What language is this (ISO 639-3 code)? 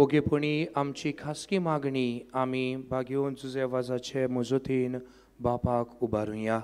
kok